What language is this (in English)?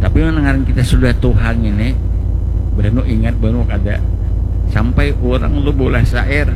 Banjar